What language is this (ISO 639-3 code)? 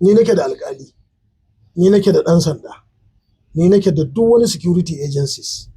hau